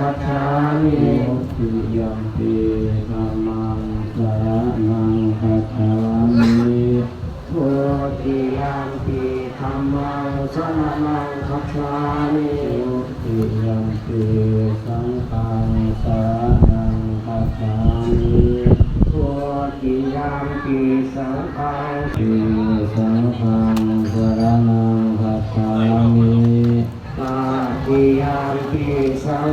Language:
Pali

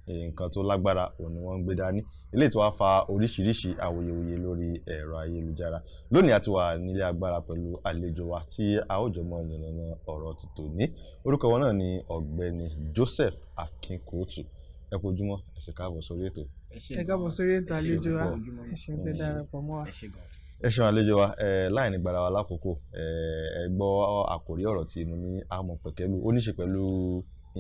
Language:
Yoruba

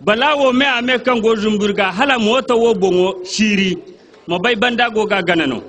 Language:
Zarma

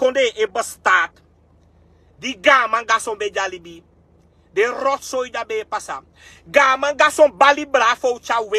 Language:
Sranan Tongo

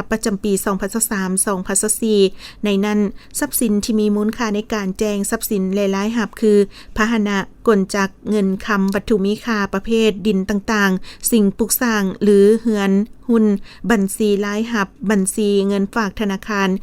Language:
Lao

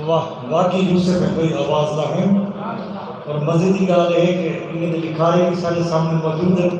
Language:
Saraiki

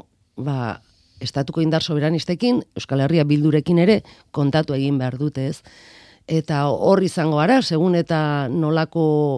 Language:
Basque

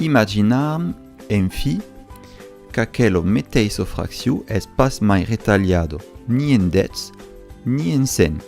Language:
Occitan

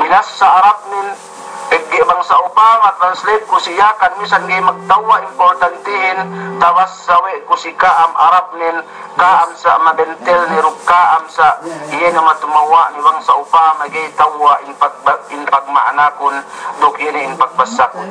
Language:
Yakan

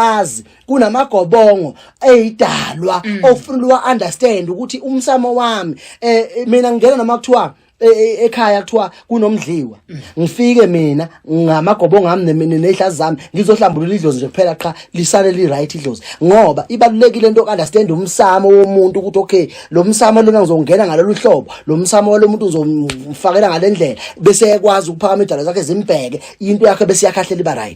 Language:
Zulu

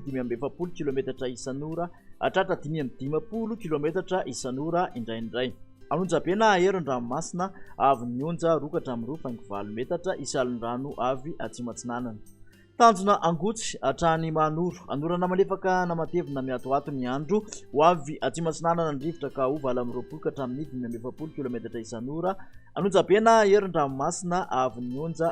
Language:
Malagasy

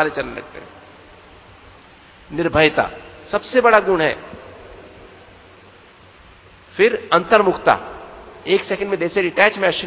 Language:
Hindi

